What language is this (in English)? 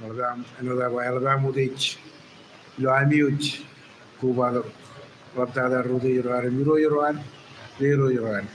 Marshallese